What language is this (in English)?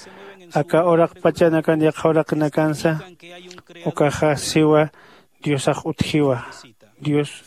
Aymara